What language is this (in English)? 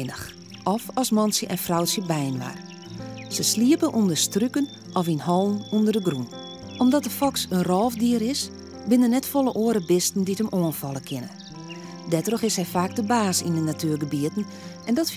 Western Frisian